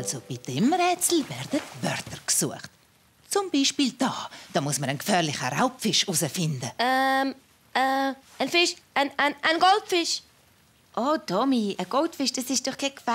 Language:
Swiss German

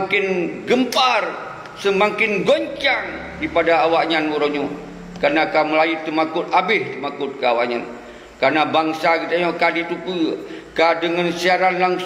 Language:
Achinese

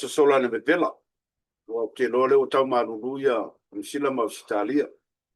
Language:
Samoan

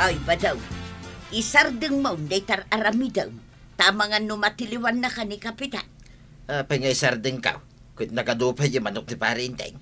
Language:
Iloko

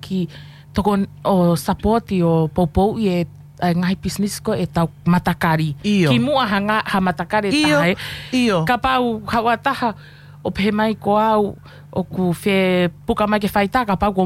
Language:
Tongan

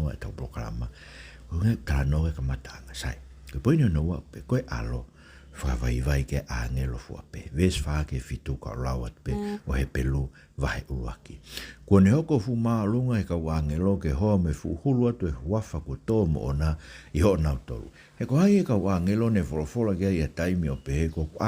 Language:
Tongan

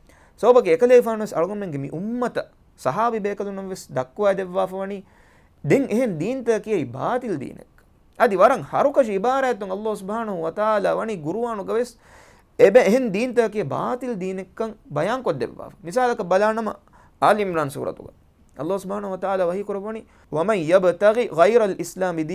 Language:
Divehi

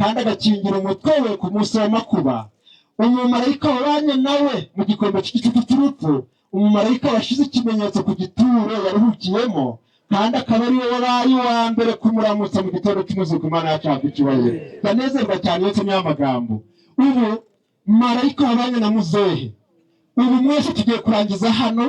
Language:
Kinyarwanda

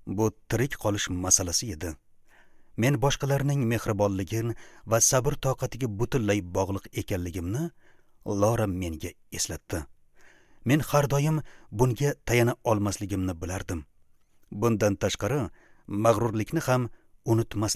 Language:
Uzbek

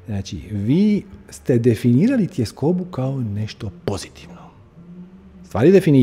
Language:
Croatian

